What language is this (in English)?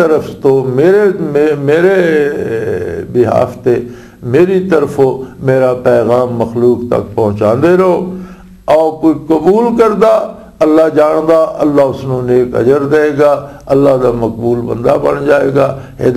Western Panjabi